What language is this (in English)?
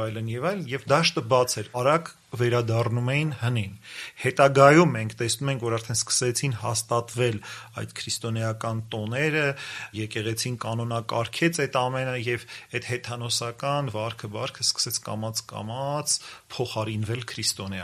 Armenian